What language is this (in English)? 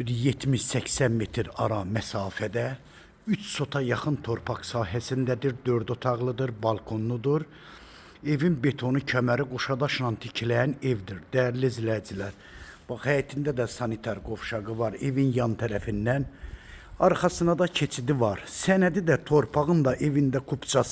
Azerbaijani